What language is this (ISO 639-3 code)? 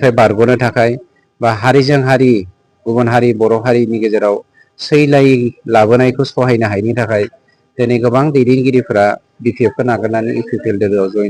brx